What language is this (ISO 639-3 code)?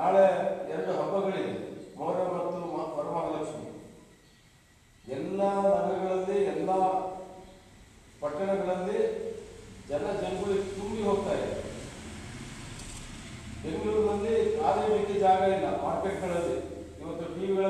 kan